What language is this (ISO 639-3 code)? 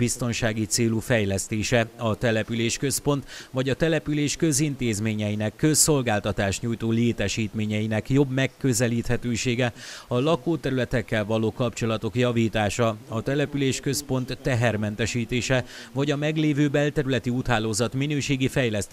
hun